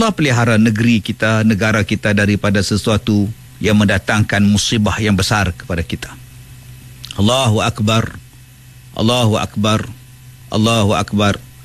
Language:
Malay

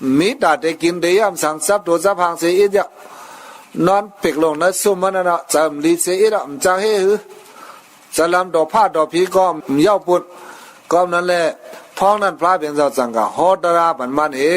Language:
Shan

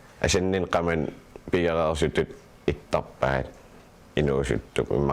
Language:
Kalaallisut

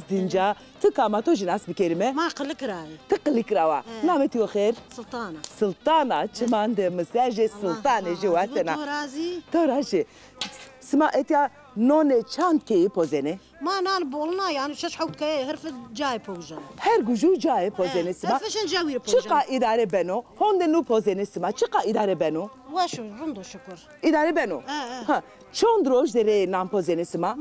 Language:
Zaza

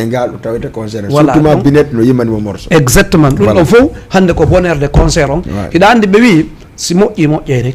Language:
Fula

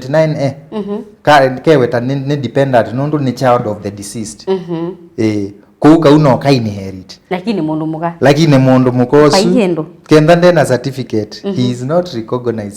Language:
Kamba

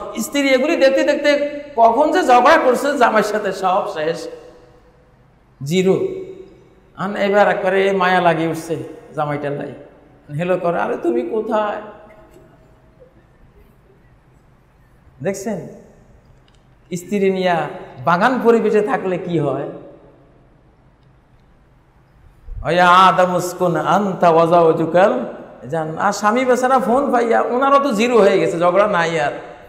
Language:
Bangla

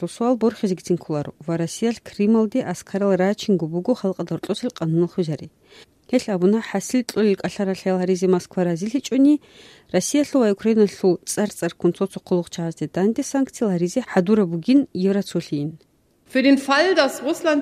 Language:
Avaric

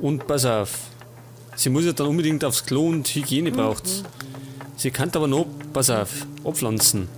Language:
Bavarian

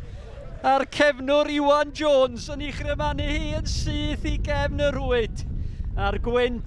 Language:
Welsh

